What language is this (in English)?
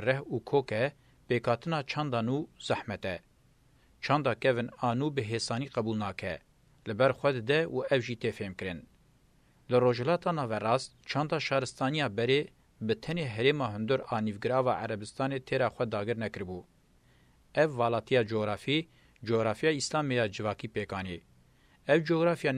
Kurdish